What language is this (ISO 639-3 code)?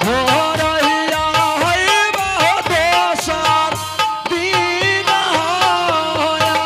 anp